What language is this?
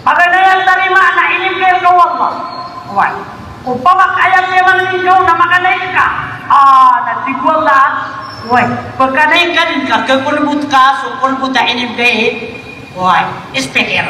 Maranao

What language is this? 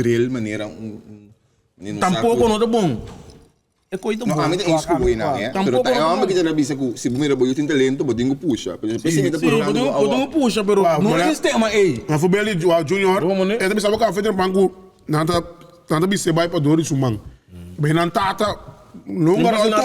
Papiamento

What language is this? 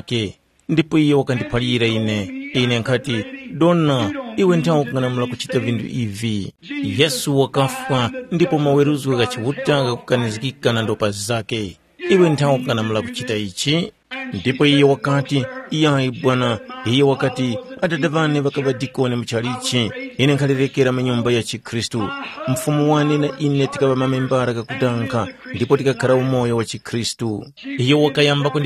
Tumbuka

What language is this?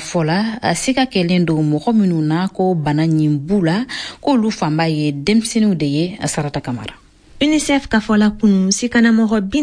Bambara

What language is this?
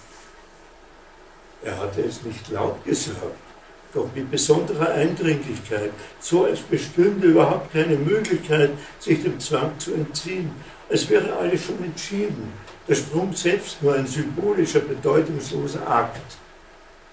German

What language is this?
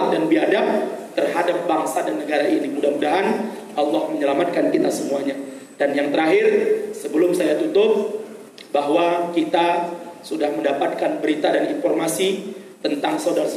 Indonesian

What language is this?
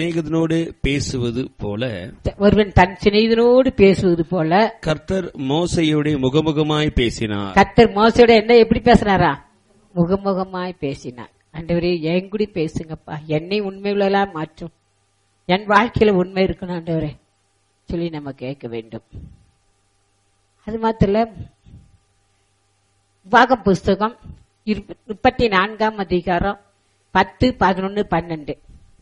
Tamil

